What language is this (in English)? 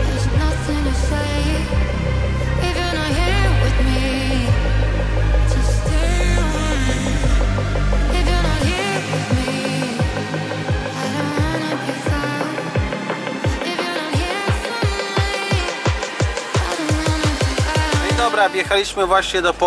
Polish